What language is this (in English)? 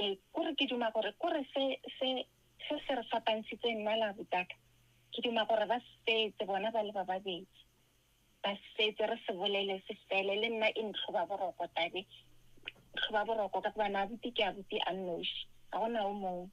Northern Sotho